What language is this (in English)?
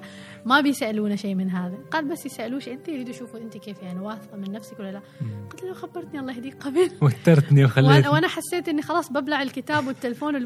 Gulf Arabic